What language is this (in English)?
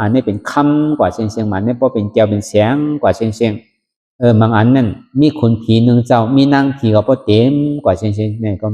Shan